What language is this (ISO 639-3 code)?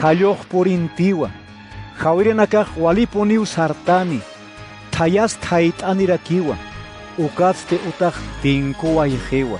aym